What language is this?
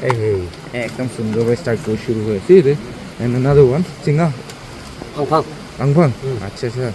Naga Pidgin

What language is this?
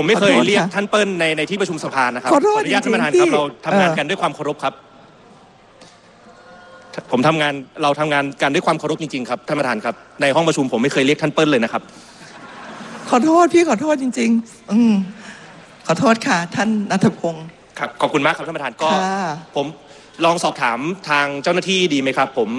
Thai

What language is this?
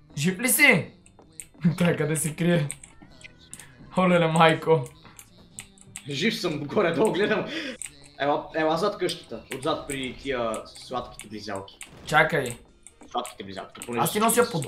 Bulgarian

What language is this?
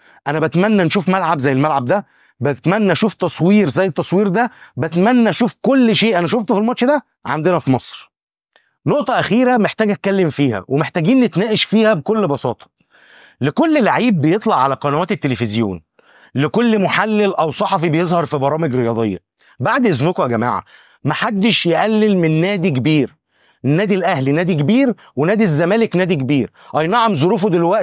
Egyptian Arabic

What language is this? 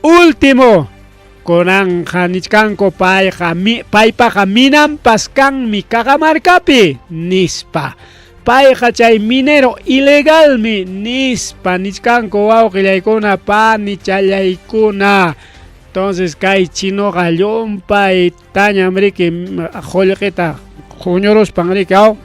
Ayacucho Quechua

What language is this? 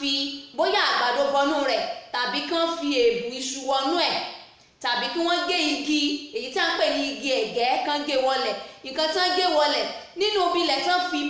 Yoruba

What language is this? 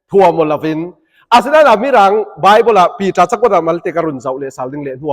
Falam Chin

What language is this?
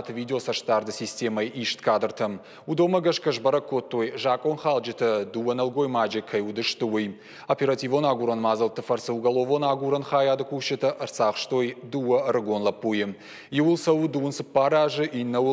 Ossetic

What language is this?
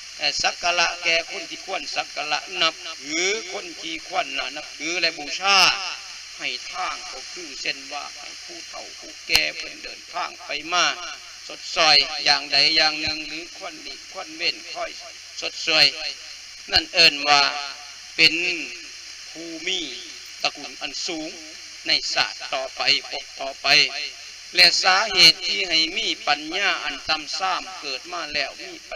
Lao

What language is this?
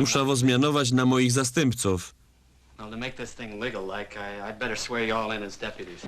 Silesian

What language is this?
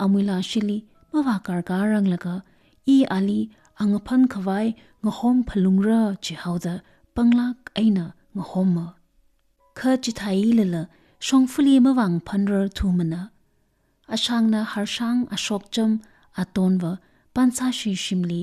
Tangkhul Naga (India)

